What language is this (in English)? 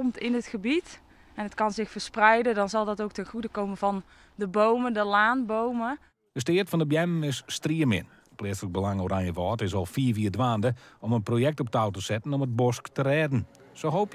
Western Frisian